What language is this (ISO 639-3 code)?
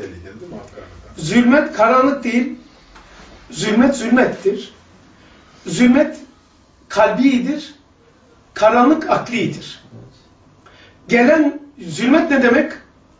tur